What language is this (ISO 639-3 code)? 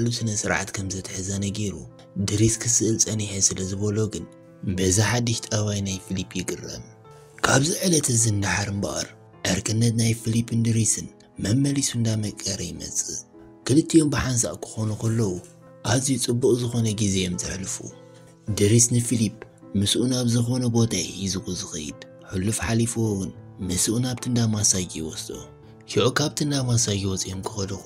tir